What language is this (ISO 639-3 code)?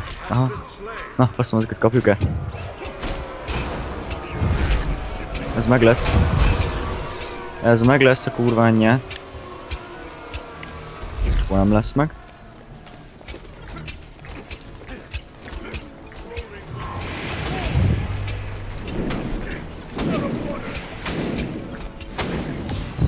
hun